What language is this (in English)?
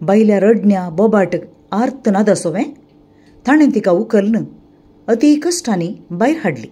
Konkani